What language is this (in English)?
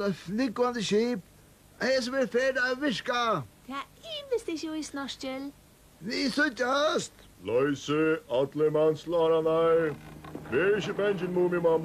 Faroese